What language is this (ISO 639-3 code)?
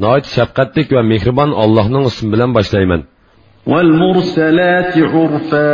uig